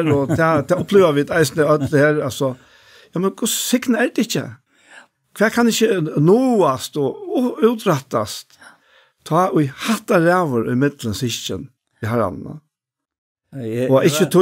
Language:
Faroese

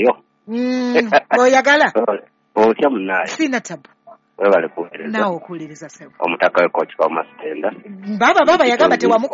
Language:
Ganda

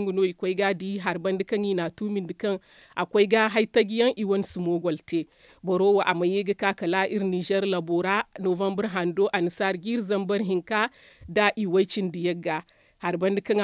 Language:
Zarma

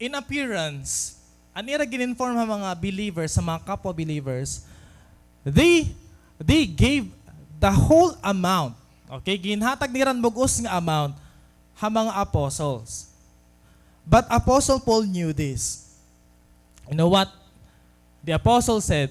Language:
Waray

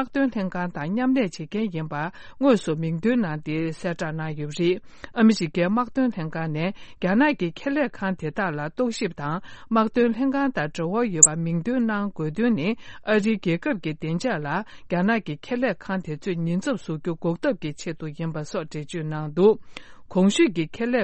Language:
Tibetan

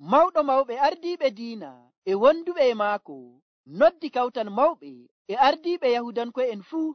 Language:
Nigerian Fulfulde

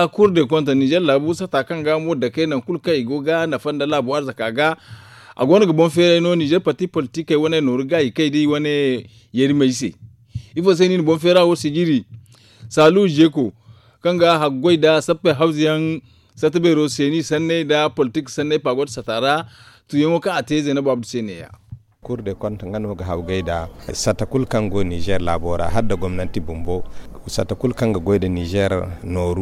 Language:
Zarma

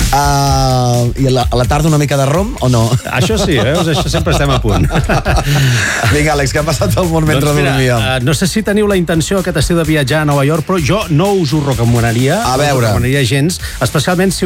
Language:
Catalan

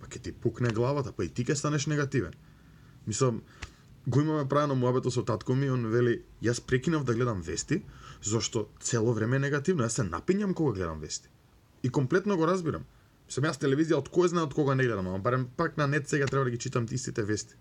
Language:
Macedonian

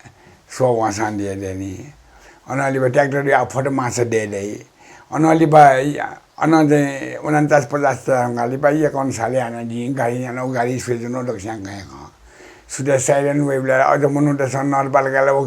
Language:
Newari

